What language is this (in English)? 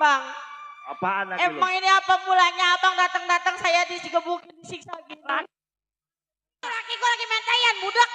Betawi